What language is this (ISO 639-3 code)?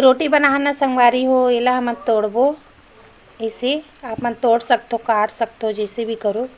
hne